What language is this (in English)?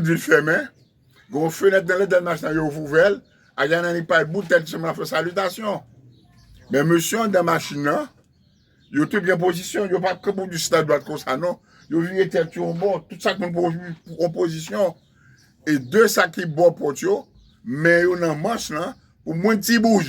Haitian Creole